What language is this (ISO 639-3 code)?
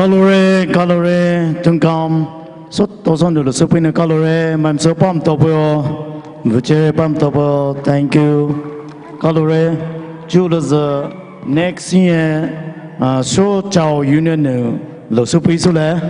pmx